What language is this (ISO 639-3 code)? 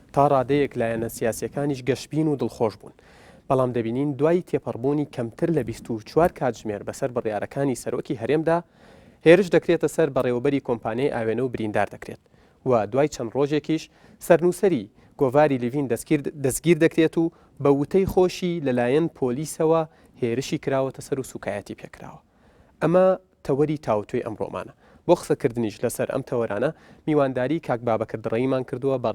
ckb